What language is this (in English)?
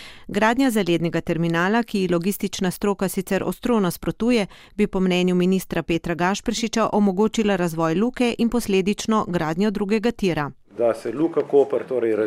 Slovenian